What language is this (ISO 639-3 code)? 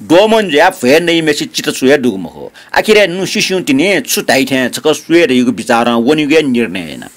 new